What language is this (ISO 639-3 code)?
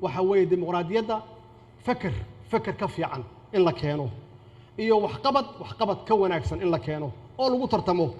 som